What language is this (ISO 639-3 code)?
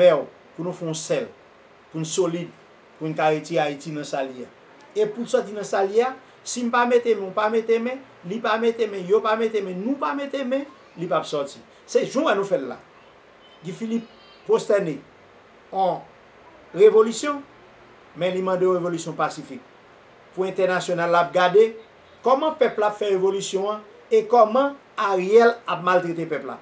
hat